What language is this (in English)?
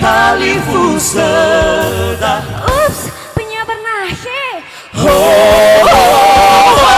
Nias